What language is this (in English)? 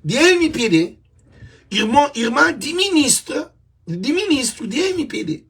Kabuverdianu